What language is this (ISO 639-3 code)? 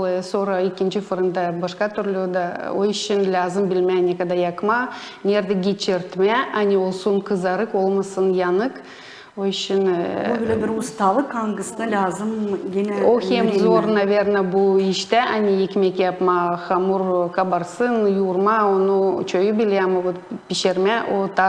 gag